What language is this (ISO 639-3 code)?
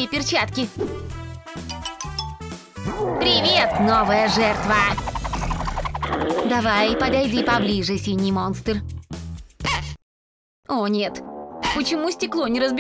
rus